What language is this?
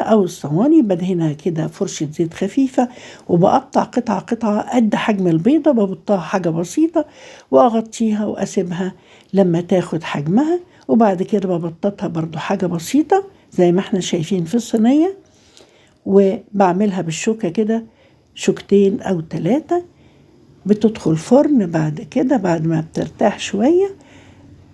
Egyptian Arabic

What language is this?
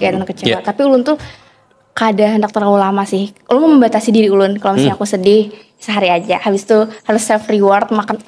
Banjar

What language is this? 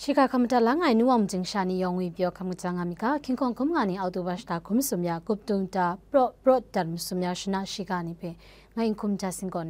Kachin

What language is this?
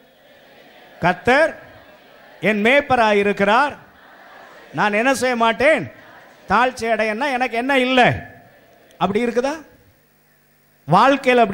Tamil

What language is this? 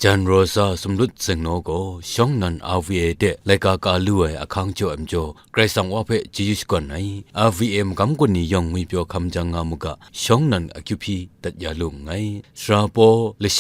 Kachin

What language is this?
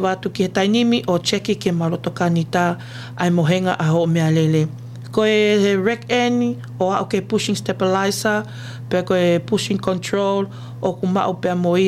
Tongan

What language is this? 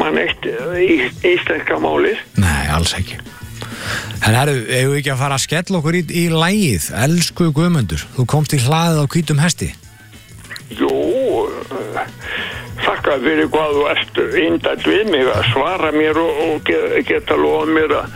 Icelandic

